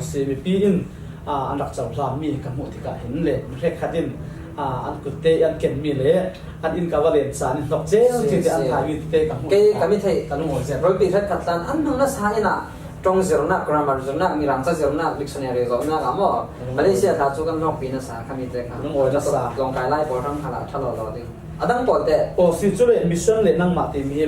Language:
Falam Chin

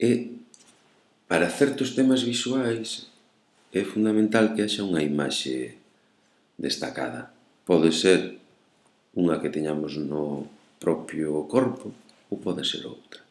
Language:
Galician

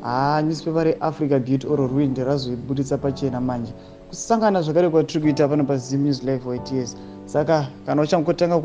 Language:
Shona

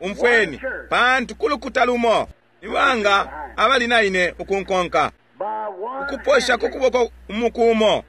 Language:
Bemba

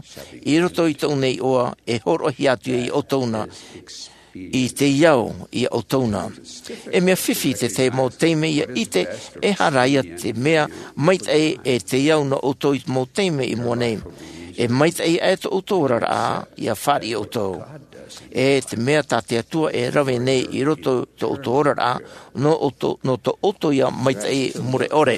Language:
Tahitian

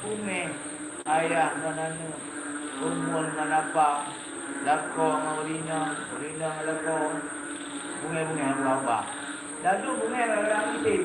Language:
Achinese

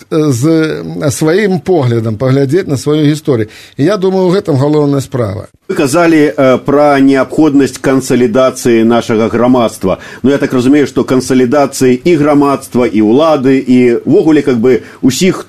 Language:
Belarusian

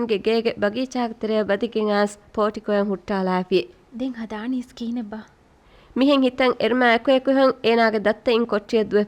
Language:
Divehi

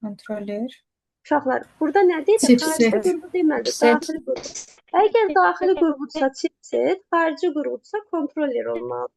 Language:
Azerbaijani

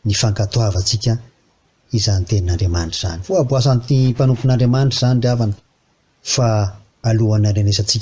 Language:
Malagasy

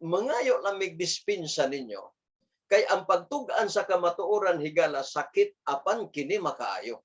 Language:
Cebuano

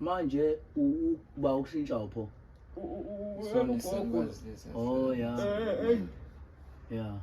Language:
Zulu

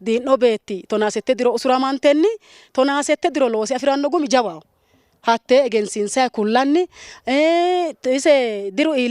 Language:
Sidamo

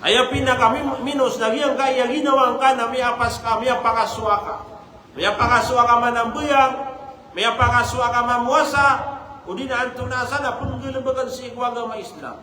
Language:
Maranao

